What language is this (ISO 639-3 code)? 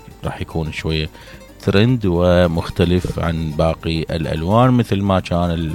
acm